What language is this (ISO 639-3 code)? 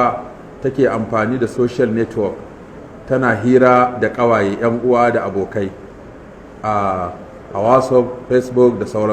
hau